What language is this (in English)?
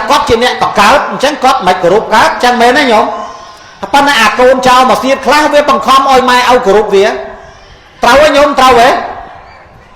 Khmer